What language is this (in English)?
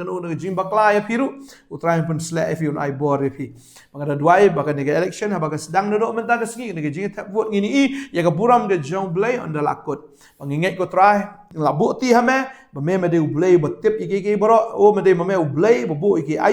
Khasi